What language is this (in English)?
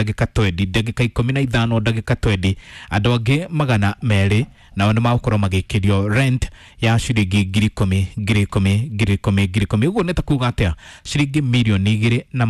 Kikuyu